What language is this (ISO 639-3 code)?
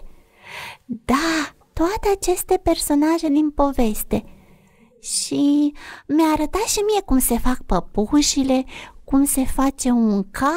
ron